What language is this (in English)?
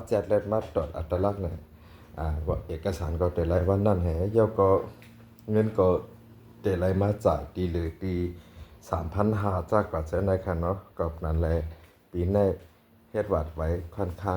Shan